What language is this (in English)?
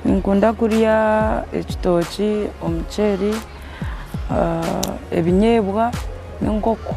Nyankole